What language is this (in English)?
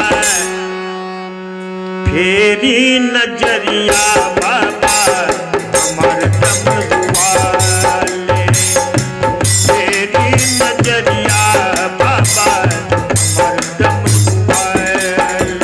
Bhojpuri